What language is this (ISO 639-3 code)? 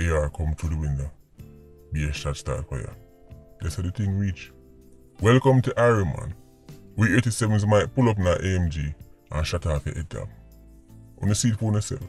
jam